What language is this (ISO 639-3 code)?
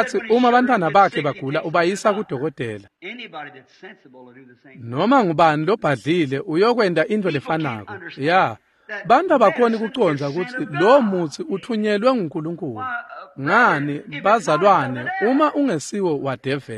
ssw